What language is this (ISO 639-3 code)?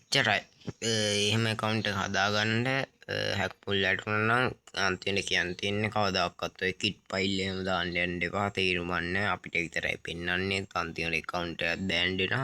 sin